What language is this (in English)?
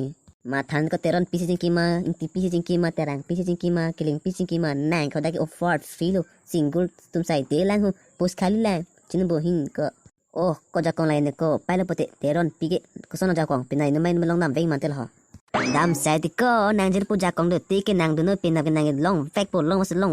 Karbi